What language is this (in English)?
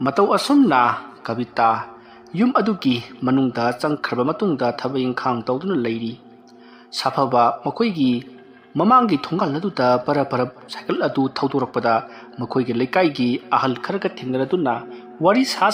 Manipuri